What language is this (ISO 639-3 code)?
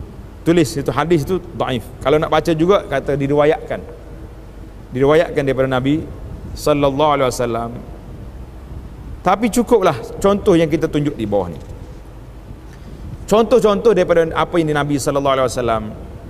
msa